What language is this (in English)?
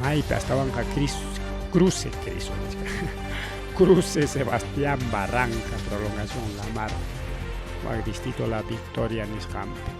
Ayacucho Quechua